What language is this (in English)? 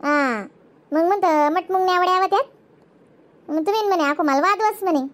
Khandesi